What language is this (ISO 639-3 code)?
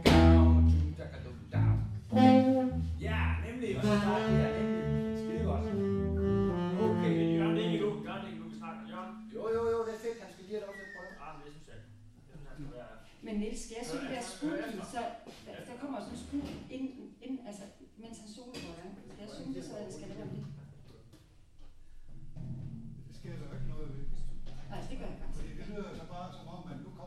dan